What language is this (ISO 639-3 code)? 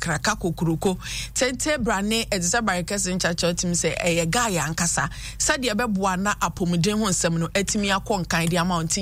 aka